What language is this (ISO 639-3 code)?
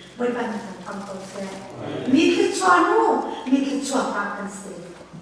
cnh